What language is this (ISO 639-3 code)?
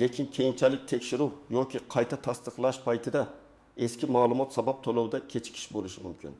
uzb